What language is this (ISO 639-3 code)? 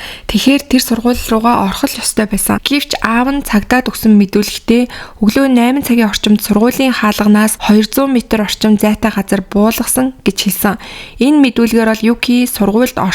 mon